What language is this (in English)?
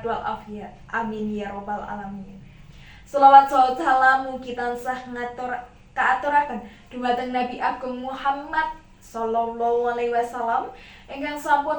Javanese